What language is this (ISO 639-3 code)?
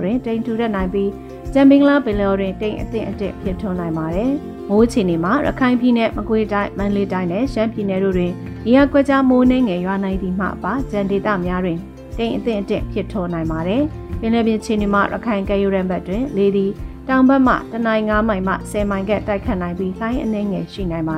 mya